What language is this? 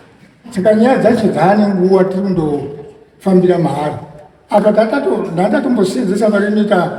Shona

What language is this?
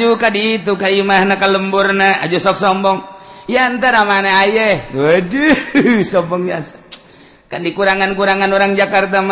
Sundanese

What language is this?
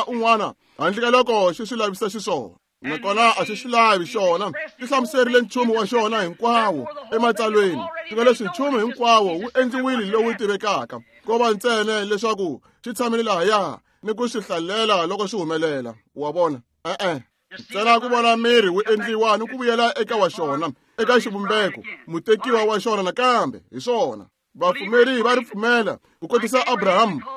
Tsonga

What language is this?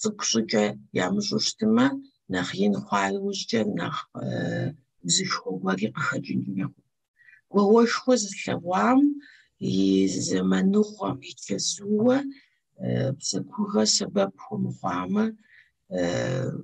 Kabardian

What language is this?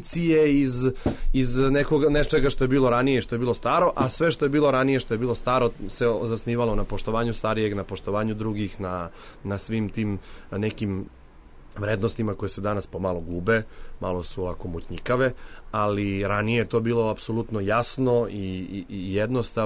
Serbian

